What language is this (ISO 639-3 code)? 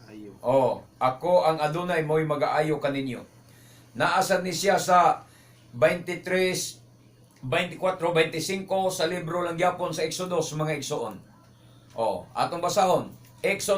ceb